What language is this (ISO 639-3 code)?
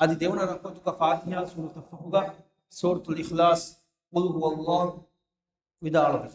div